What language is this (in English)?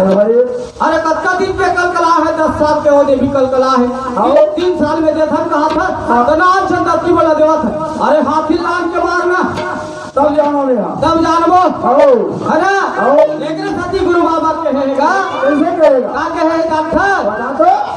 Chhattisgarhi